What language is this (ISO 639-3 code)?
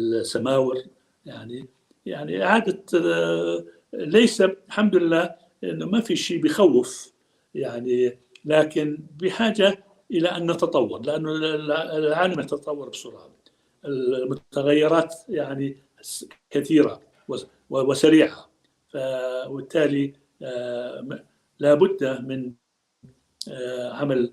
apc